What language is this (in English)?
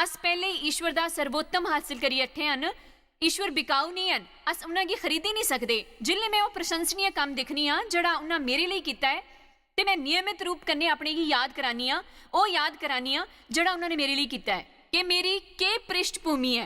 Dogri